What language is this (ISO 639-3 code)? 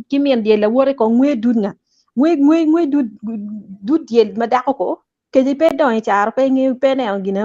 ach